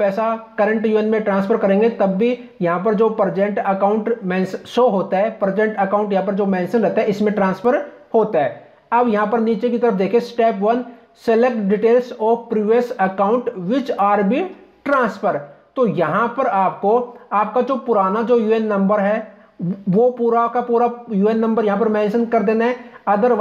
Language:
Hindi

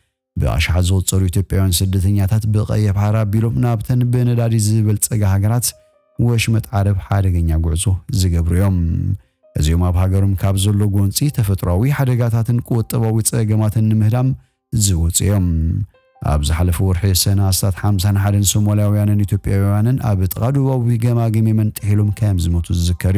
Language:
Tigrinya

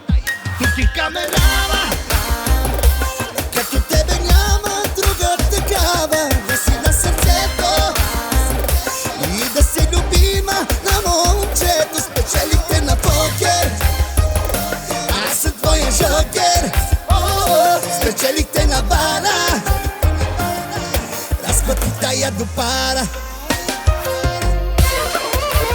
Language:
Bulgarian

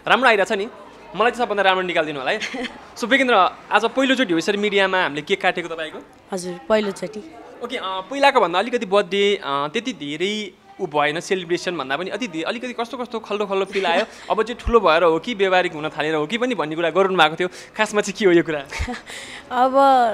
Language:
Nepali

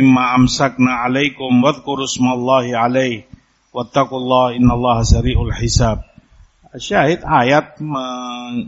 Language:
Indonesian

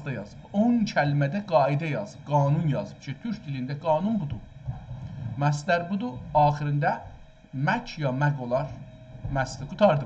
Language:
South Azerbaijani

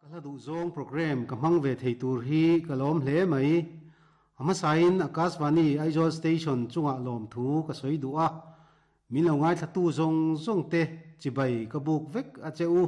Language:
Mizo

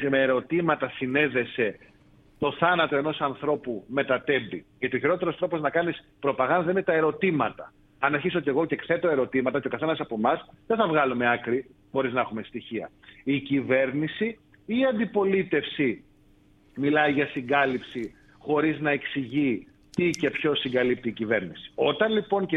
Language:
Greek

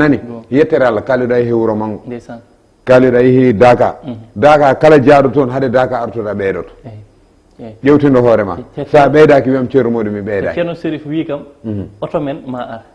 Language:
Fula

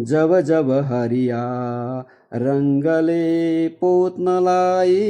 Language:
Nepali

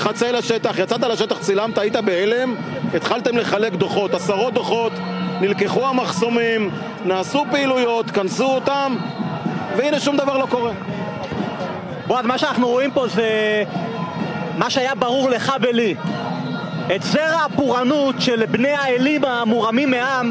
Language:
Hebrew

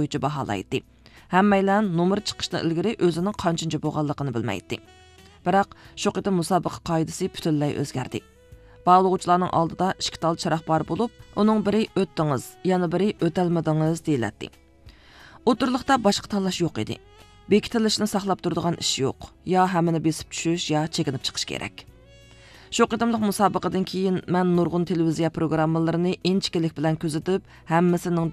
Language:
Uyghur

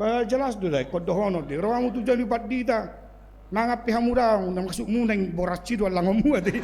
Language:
Batak Toba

